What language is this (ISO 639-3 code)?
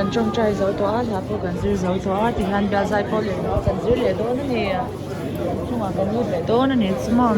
lus